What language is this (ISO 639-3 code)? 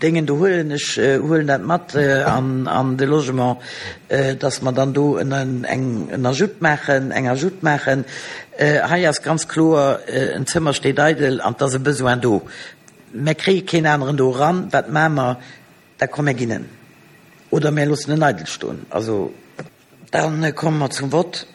ltz